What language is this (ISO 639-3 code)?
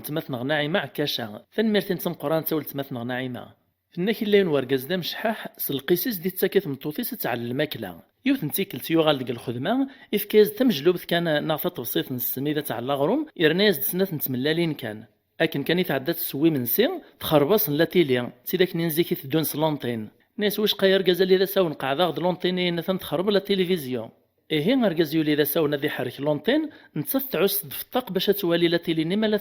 kab